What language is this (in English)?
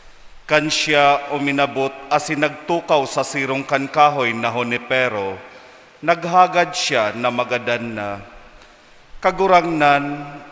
Bikol